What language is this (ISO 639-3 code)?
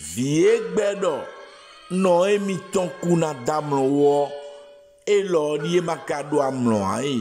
fon